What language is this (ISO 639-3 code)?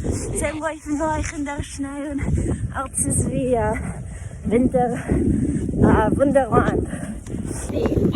yid